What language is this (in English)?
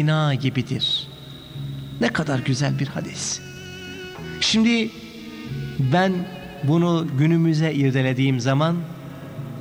Turkish